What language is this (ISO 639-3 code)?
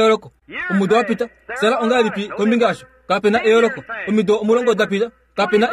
kua